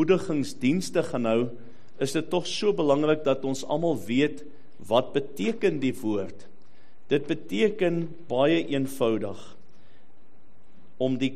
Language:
Afrikaans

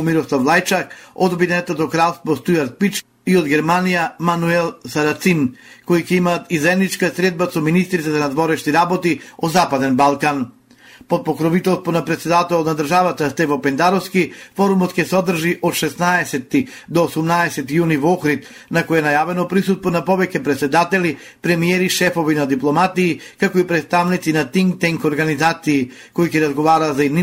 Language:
Macedonian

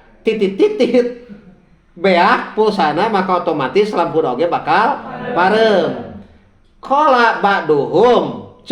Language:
Sundanese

